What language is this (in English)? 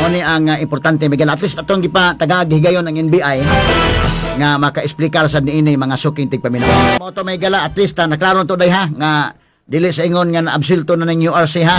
Cebuano